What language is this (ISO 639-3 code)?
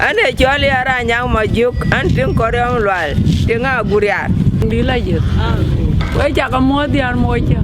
din